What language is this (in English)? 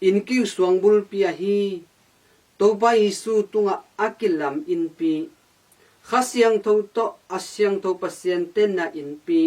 Tedim Chin